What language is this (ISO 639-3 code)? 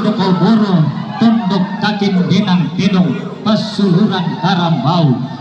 sda